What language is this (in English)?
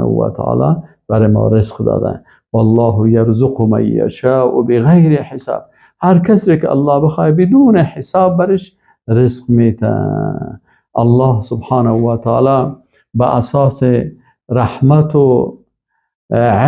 Persian